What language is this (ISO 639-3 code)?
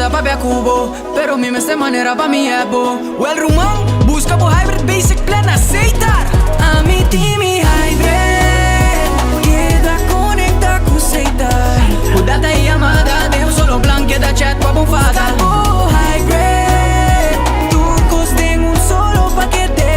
pap